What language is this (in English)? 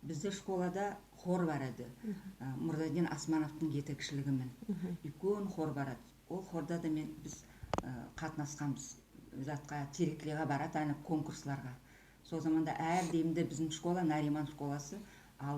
Nogai